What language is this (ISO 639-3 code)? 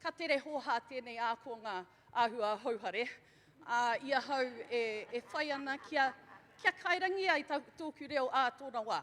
mri